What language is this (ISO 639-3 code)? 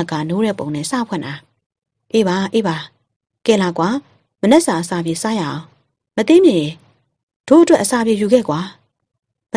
mya